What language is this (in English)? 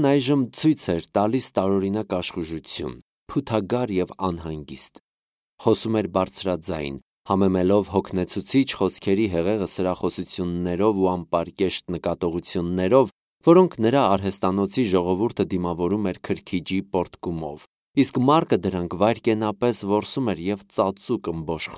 Armenian